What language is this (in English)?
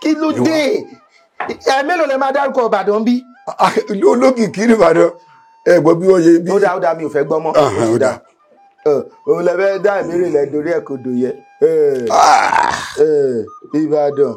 Yoruba